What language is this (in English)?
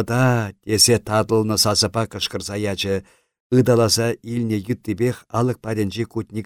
Chuvash